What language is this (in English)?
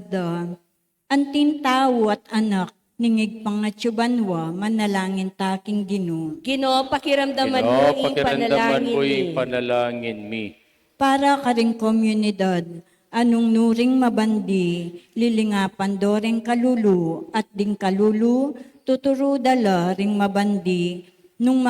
Pampanga